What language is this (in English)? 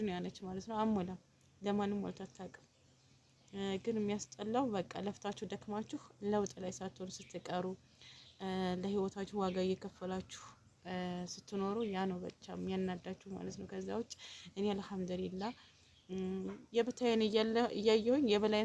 Amharic